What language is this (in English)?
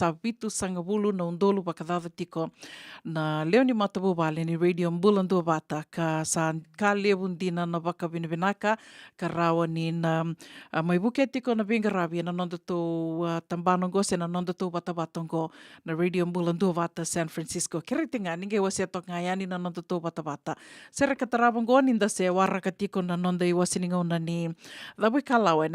Fijian